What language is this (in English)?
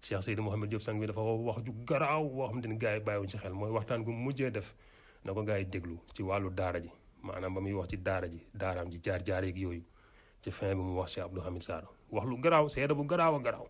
Wolof